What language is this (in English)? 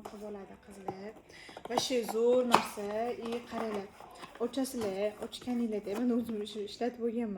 Uzbek